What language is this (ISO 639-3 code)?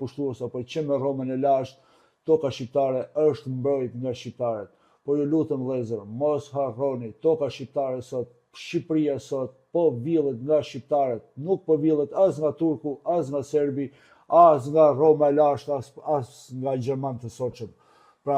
sqi